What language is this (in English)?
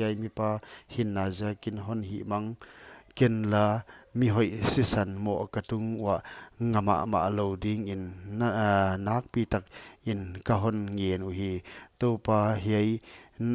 Paite Chin